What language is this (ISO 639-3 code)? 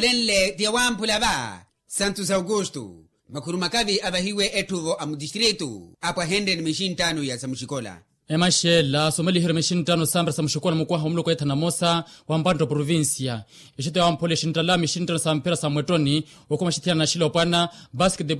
vmw